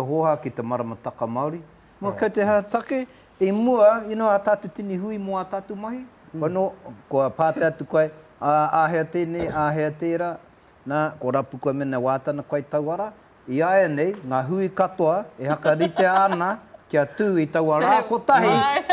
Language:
Māori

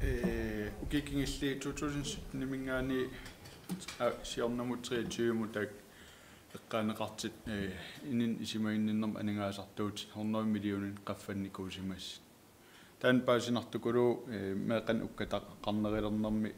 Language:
Kalaallisut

